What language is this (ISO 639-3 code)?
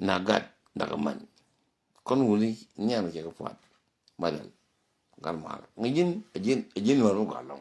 nus